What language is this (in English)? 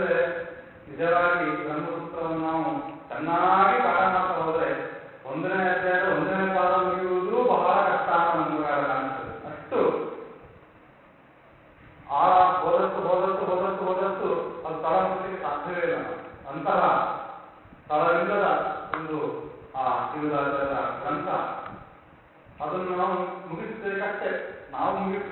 Kannada